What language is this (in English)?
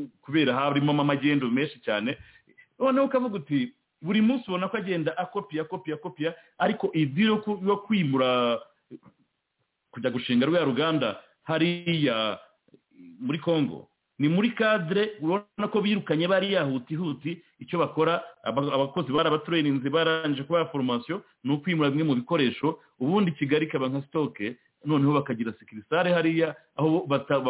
Kinyarwanda